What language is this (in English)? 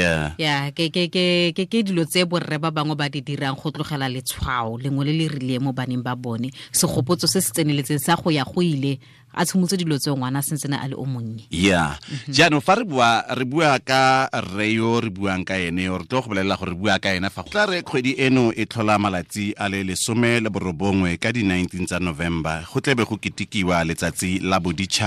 Tswana